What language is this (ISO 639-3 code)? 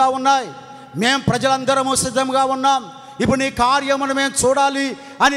tel